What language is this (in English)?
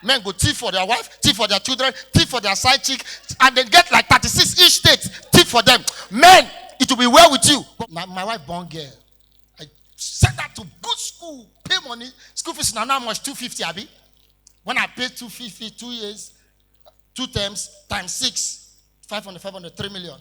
Nigerian Pidgin